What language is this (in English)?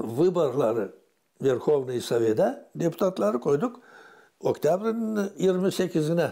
Gagauz